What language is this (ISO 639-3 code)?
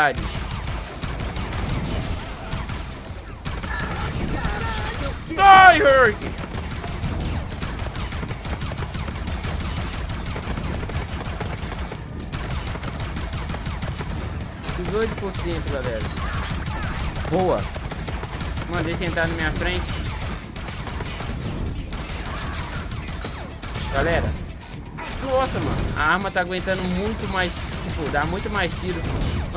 por